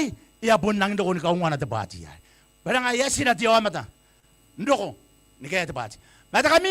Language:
Gilbertese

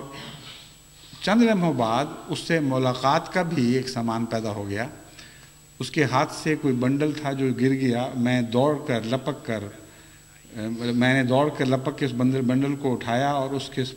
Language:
Urdu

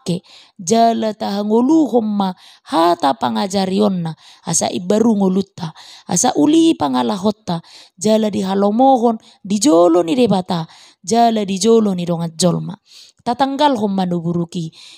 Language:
Batak Toba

